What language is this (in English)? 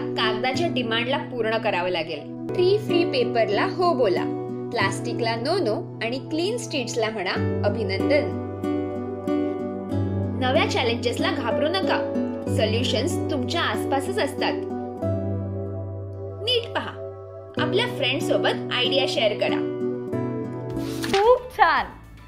Marathi